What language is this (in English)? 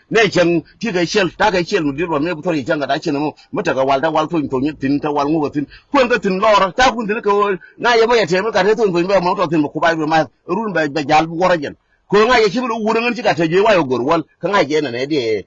Nuer